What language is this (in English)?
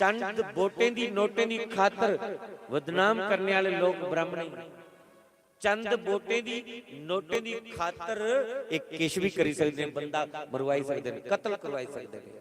Dogri